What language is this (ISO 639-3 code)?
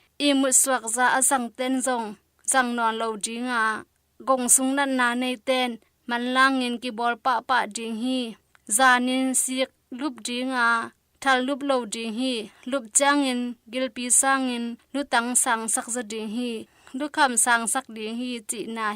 ctd